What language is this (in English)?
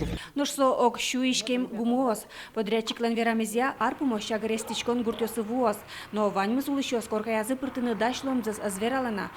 Udmurt